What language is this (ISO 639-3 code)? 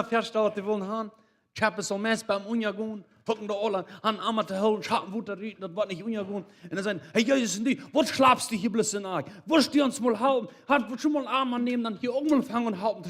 pdt